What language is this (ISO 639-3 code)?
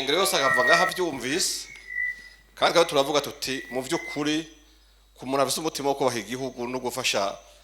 run